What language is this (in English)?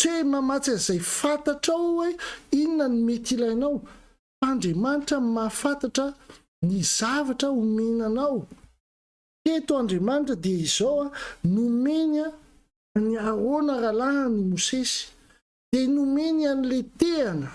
Malagasy